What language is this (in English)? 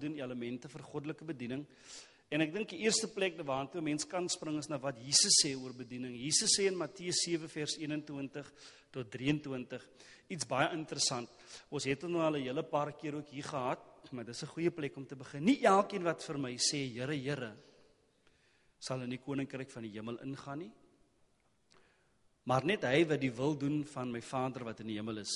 Afrikaans